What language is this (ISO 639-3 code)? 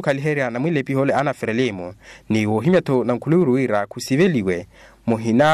vmw